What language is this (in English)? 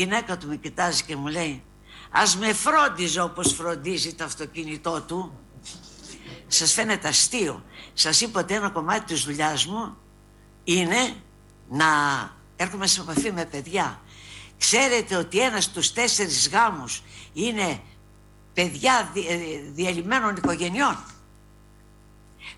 Greek